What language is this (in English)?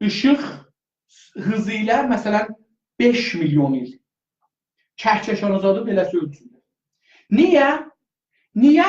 South Azerbaijani